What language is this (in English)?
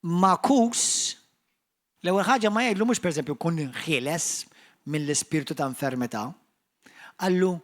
Maltese